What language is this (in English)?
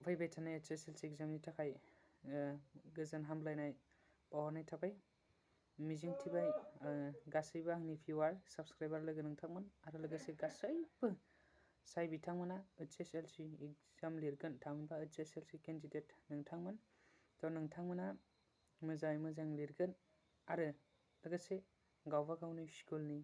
Bodo